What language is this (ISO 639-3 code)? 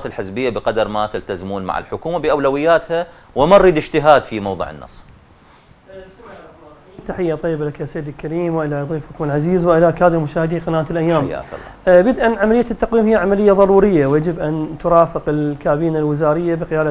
ara